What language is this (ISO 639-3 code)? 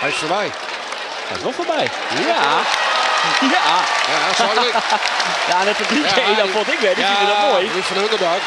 fry